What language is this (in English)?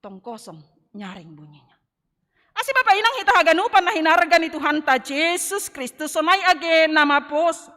Batak Simalungun